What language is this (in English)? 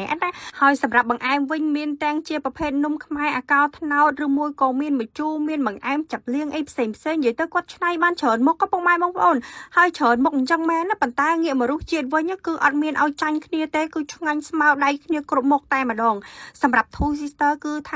Khmer